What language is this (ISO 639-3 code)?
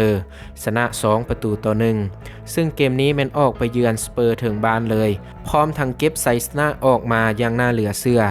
lao